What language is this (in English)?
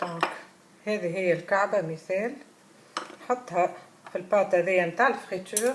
Tunisian Arabic